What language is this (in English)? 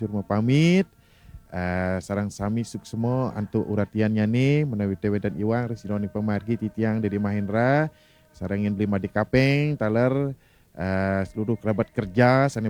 Balinese